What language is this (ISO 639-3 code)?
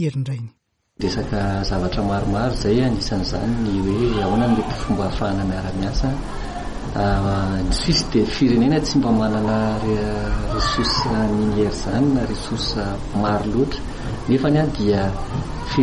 mlg